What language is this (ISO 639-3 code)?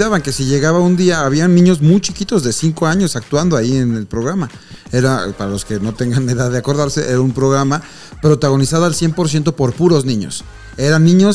spa